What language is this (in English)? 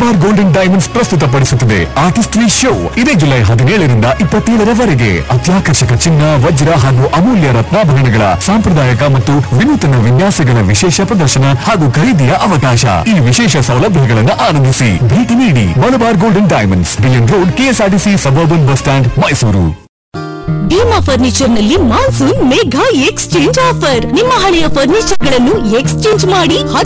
Kannada